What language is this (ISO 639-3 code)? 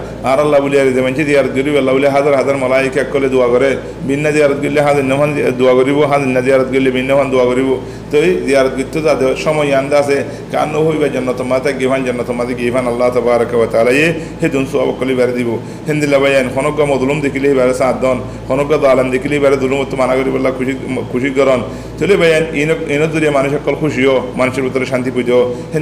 rhg